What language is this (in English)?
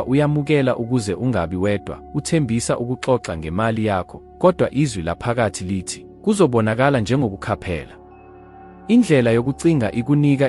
Zulu